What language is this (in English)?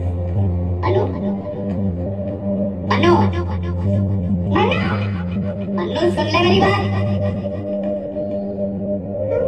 Hindi